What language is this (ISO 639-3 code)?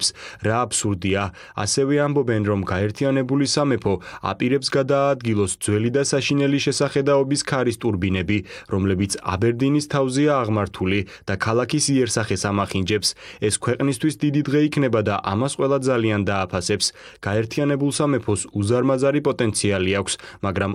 kat